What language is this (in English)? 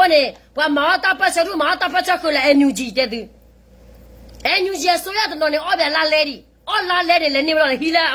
S'gaw Karen